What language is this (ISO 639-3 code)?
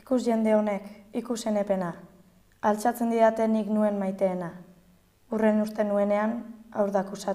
eus